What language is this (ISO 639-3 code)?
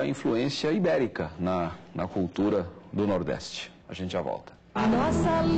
por